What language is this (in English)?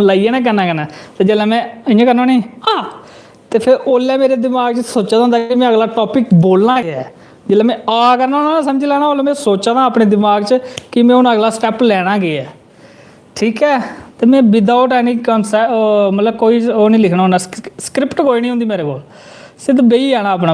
Dogri